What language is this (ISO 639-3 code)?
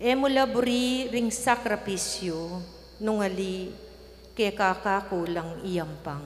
pam